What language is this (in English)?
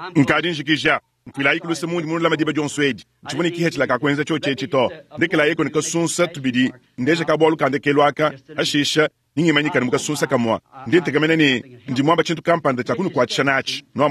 Luba-Lulua